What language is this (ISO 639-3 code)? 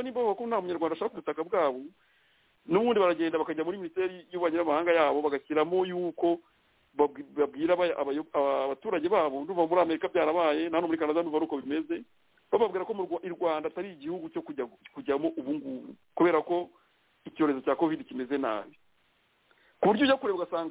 kin